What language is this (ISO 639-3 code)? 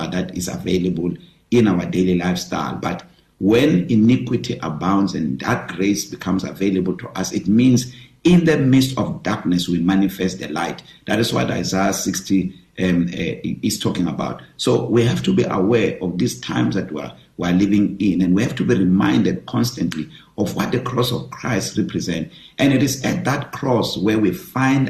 eng